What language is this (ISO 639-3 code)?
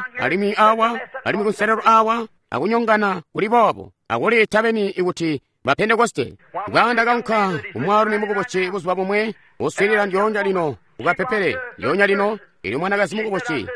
toi